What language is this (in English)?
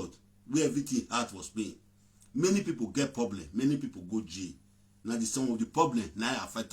Nigerian Pidgin